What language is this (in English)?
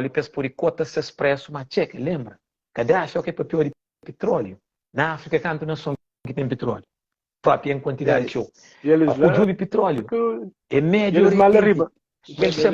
Kabuverdianu